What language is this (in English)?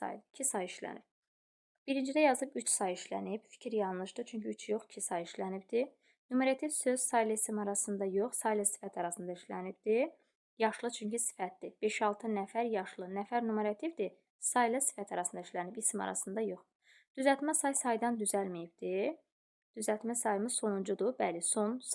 Azerbaijani